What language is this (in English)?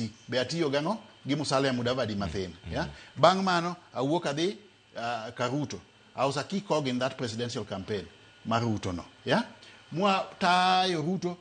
Luo (Kenya and Tanzania)